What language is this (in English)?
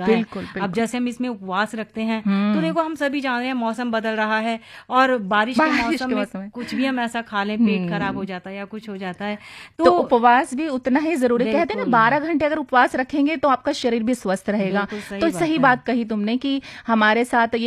Hindi